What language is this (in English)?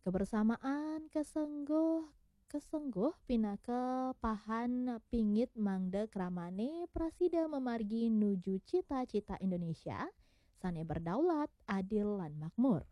Balinese